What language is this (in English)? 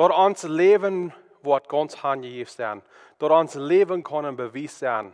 Plautdietsch